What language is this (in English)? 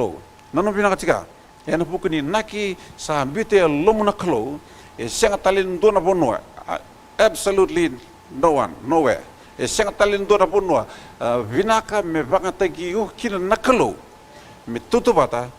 Fijian